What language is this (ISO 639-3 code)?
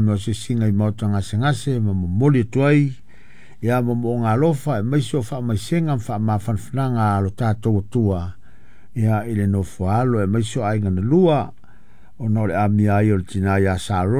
smo